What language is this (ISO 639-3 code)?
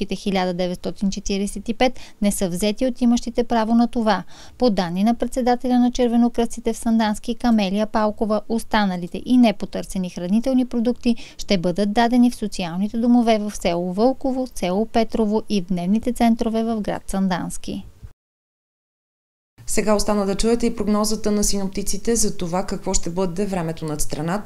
bul